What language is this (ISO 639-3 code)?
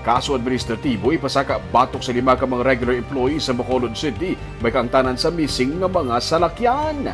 hil